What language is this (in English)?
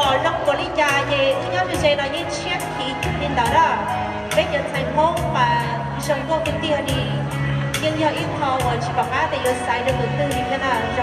Hmong